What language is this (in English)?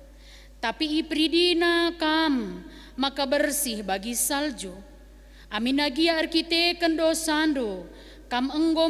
Batak Karo